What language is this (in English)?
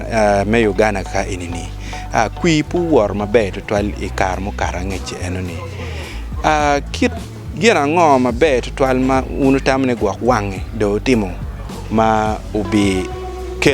Acoli